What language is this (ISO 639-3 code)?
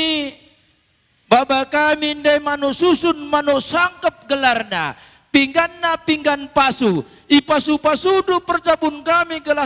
btx